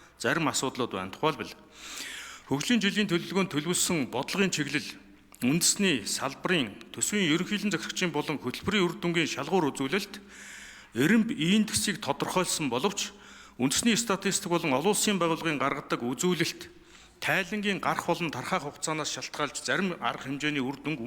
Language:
Mongolian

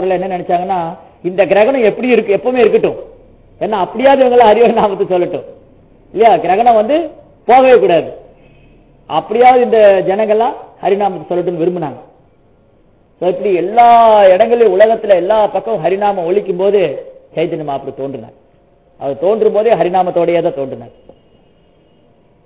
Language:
Tamil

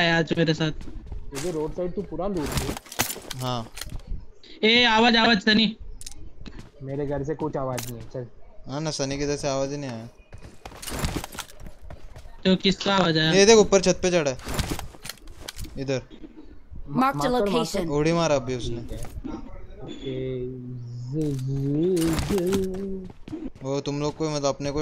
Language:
Hindi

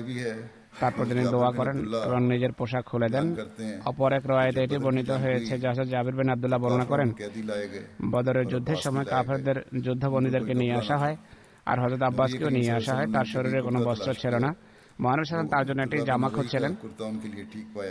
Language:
Bangla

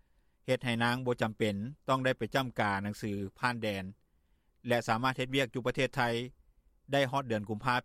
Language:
Lao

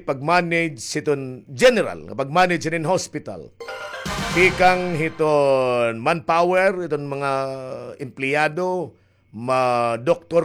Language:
Waray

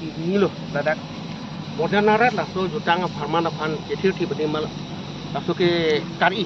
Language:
Karbi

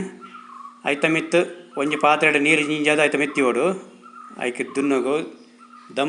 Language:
Tulu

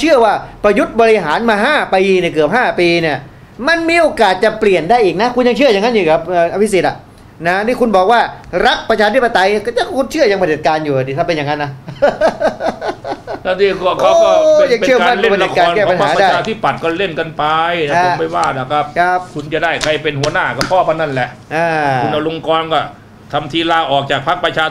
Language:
Thai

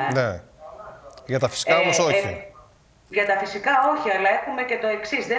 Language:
Greek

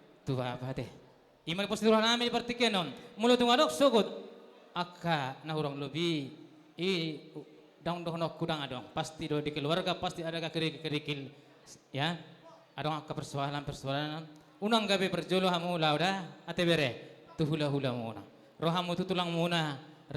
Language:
Batak Toba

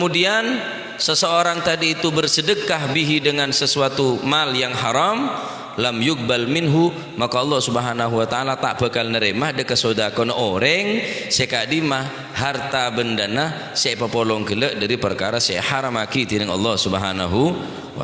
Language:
Madurese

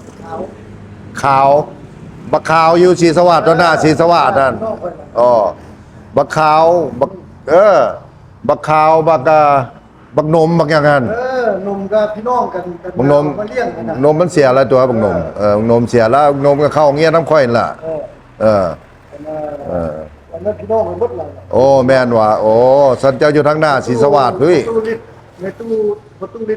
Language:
Lao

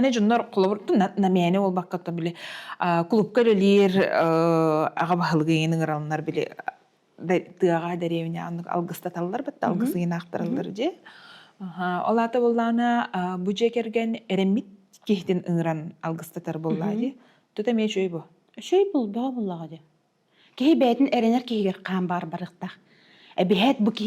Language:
Yakut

